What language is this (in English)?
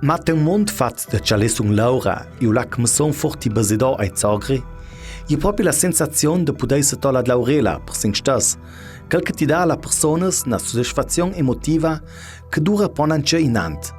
Ladin